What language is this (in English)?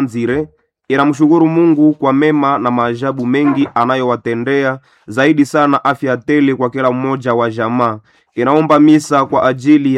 Swahili